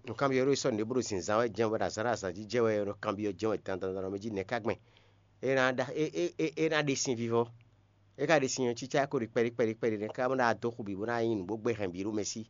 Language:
Fon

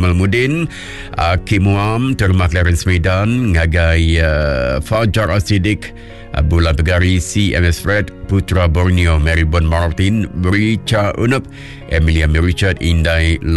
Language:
Iban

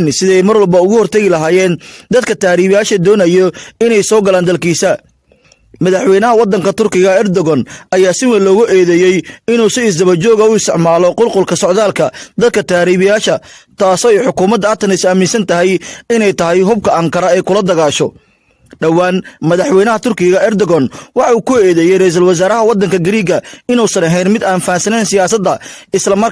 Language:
Somali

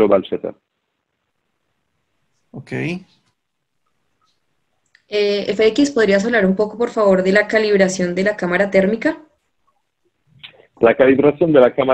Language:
Spanish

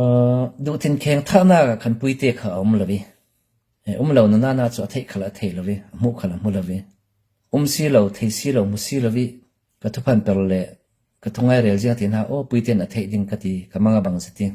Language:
Falam Chin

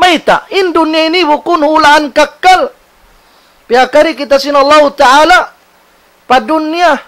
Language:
Tausug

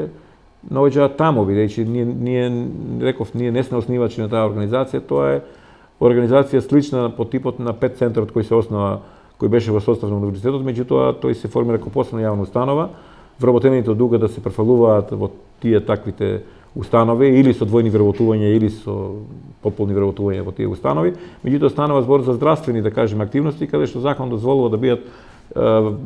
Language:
Macedonian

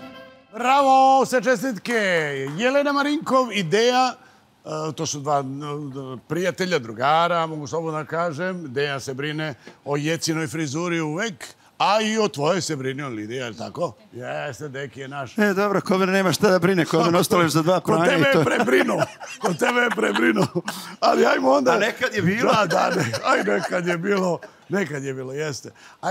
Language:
Serbian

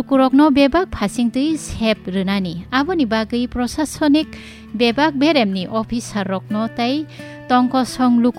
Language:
Kok Borok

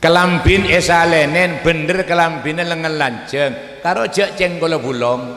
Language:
Madurese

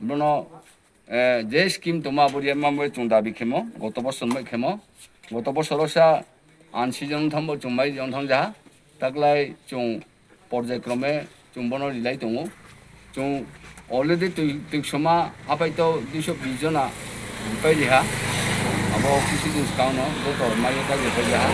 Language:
Riang (India)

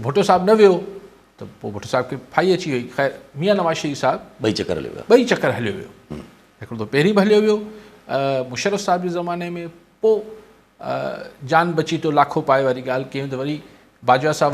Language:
Sindhi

